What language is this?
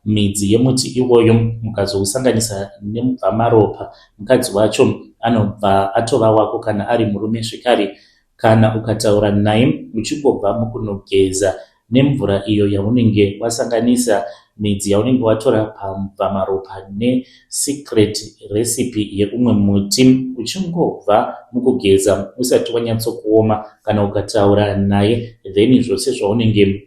Shona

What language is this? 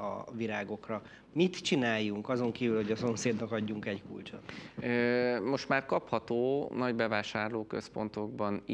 Hungarian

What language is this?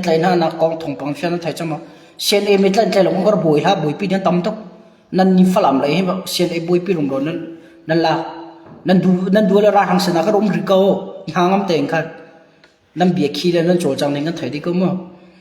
Hakha Chin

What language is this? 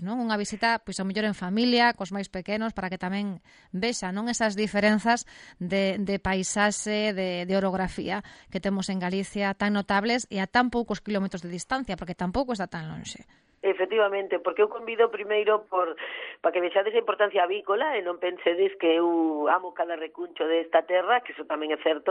Galician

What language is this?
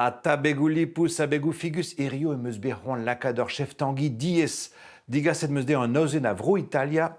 Breton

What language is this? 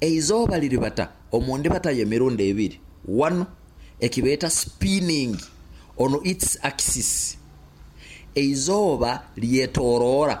Nyoro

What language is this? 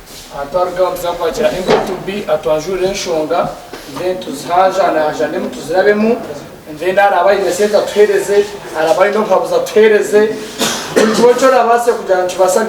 Nyankole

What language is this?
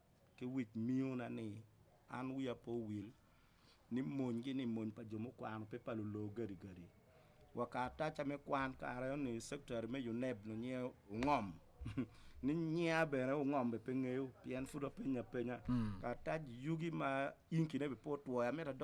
Acoli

